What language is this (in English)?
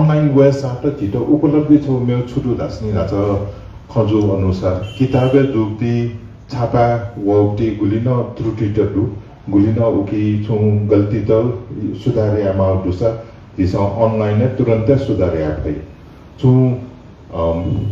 Newari